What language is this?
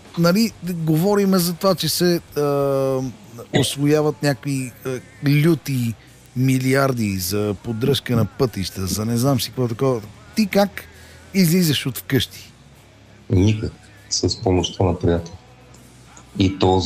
Bulgarian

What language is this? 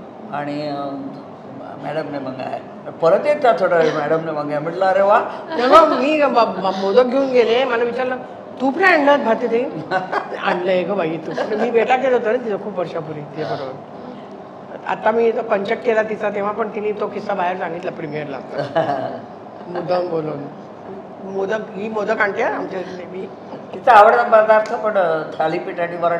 Marathi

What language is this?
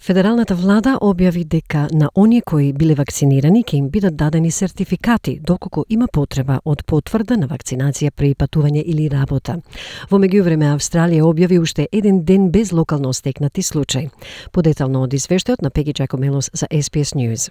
Macedonian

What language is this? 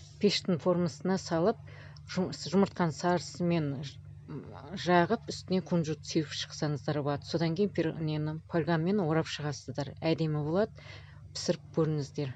Kazakh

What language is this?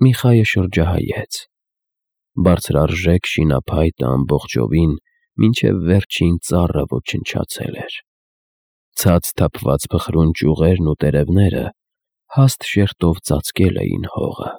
Armenian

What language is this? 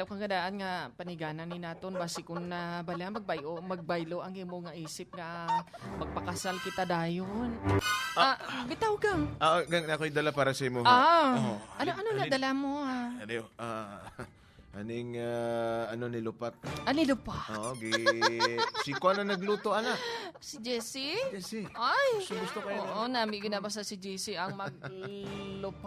Hiligaynon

